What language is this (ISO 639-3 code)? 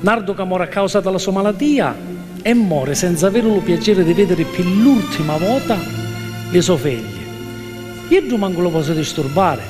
scn